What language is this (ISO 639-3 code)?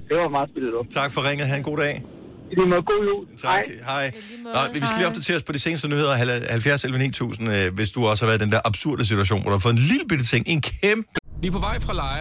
dan